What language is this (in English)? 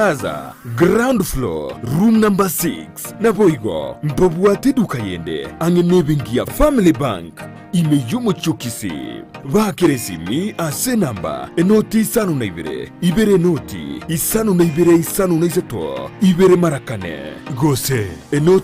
Gusii